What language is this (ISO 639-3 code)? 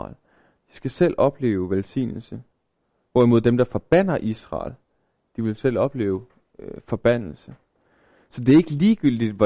dan